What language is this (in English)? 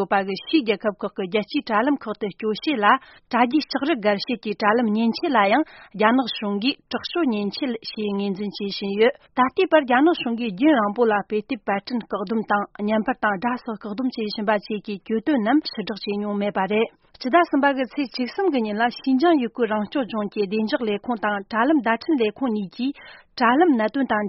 Tibetan